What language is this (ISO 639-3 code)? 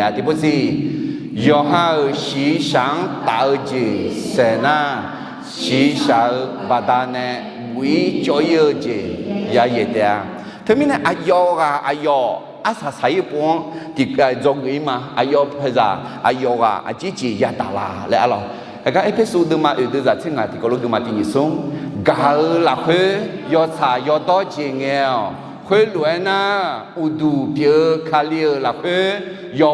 ahk